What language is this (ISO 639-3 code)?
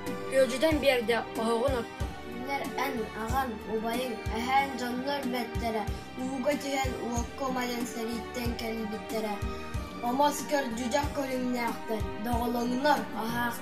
sah